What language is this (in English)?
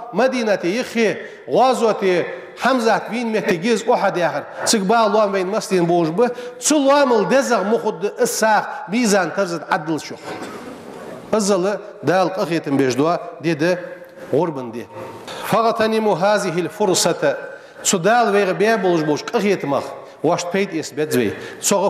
Ingush